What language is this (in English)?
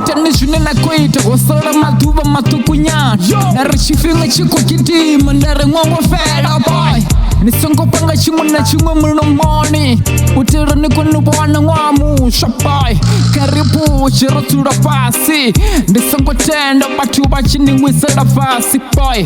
Venda